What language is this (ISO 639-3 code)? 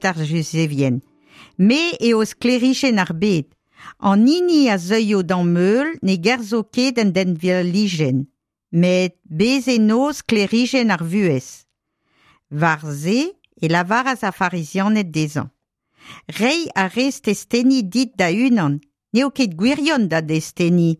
bre